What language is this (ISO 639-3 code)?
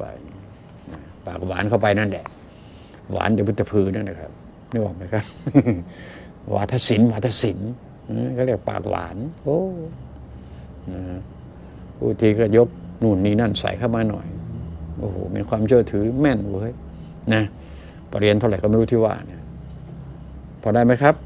tha